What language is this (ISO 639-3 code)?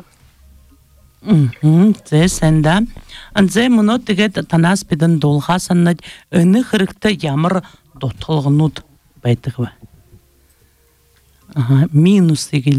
bua